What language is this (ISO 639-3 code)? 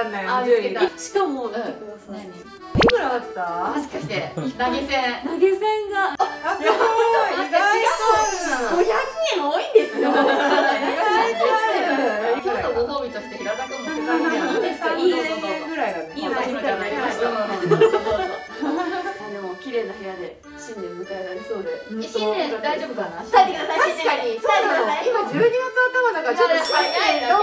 jpn